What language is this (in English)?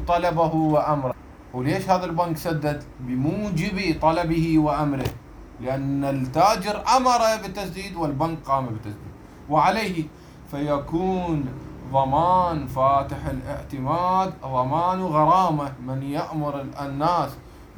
Mesopotamian Arabic